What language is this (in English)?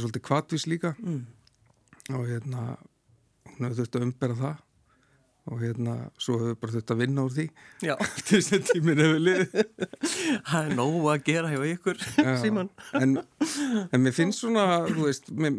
Icelandic